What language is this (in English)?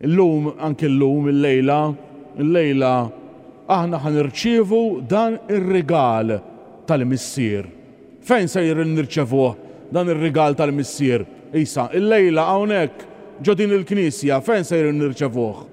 Maltese